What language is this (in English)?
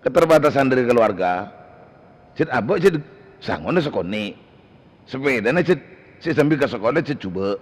Madurese